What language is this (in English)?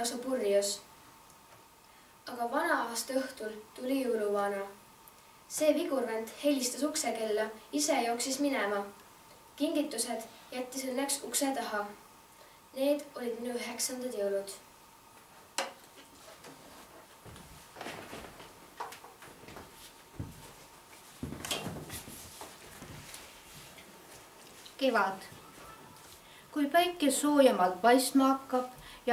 Estonian